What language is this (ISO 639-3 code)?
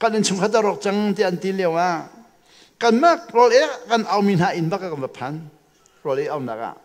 cnh